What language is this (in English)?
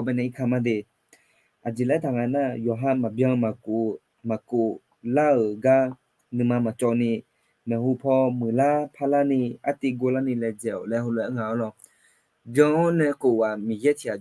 Akha